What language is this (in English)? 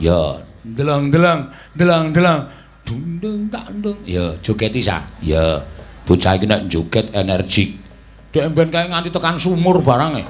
Javanese